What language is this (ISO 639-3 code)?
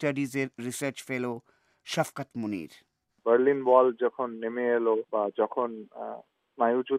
ben